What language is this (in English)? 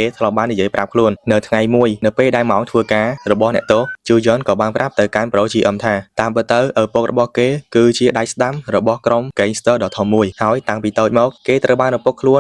Khmer